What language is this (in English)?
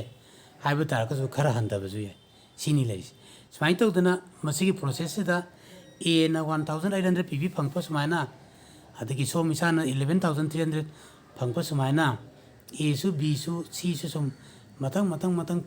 Manipuri